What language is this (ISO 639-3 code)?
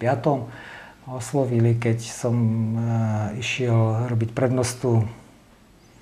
slk